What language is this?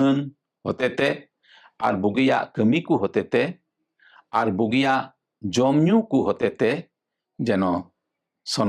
Santali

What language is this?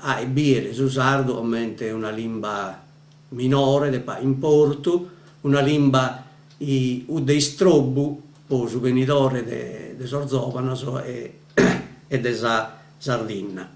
Sardinian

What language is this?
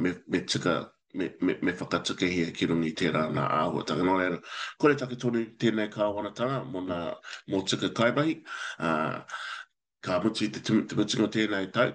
Māori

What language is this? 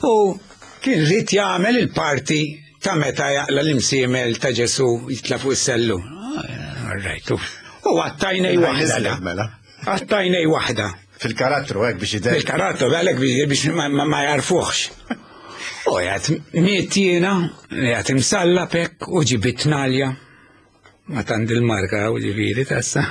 Maltese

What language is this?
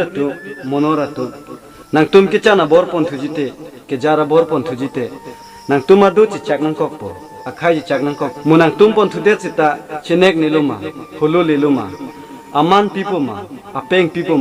Karbi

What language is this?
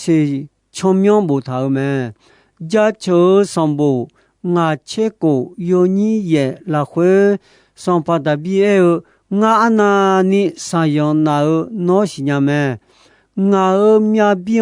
Akha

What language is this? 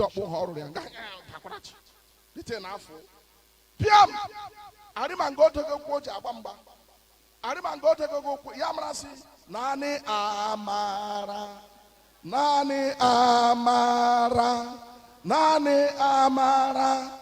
Igbo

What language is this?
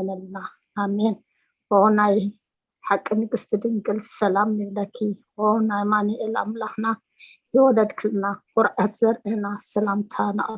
Tigrinya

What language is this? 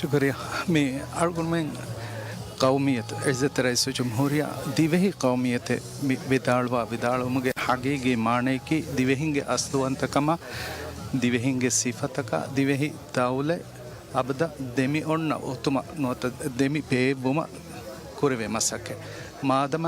Divehi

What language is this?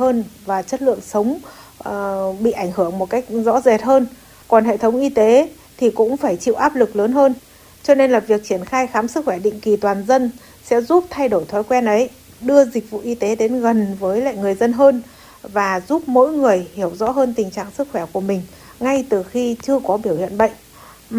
Vietnamese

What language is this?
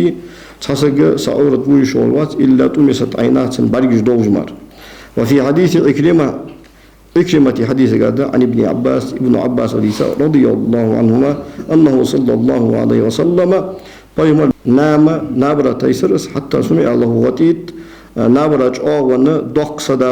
Ingush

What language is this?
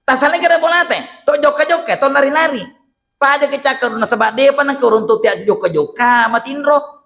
Buginese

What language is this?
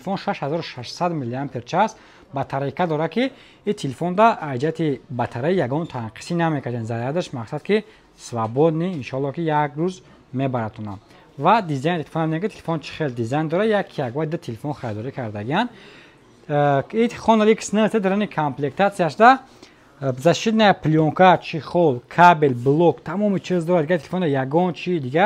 Tajik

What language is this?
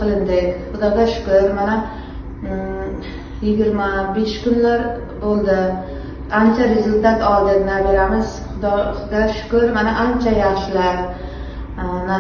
Uzbek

